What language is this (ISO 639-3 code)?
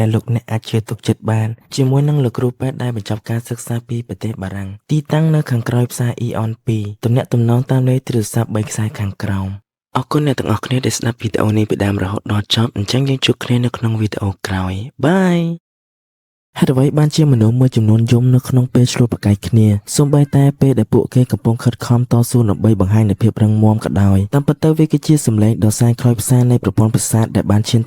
khm